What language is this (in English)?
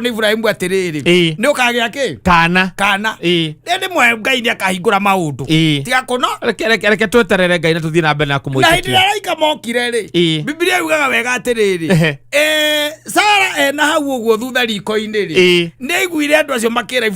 Kikuyu